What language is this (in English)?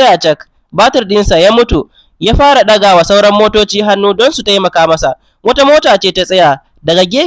Hausa